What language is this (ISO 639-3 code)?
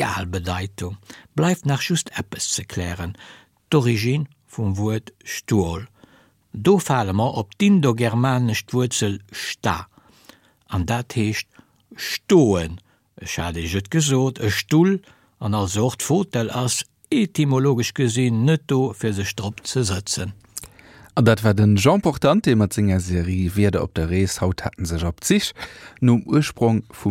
ltz